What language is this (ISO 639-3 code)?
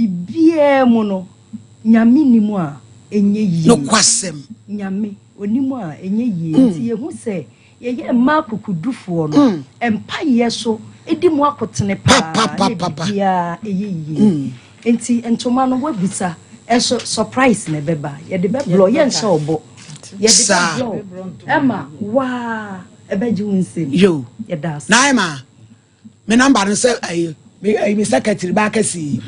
aka